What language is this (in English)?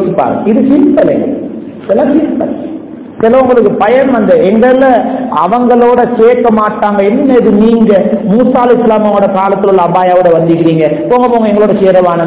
Tamil